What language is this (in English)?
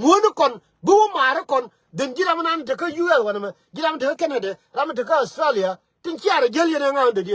Nuer